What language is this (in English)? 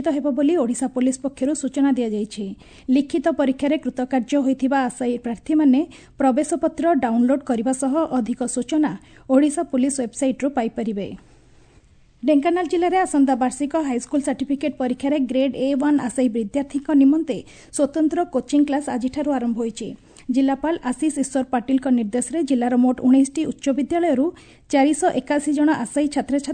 Odia